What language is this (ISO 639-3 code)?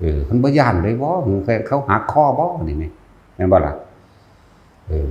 tts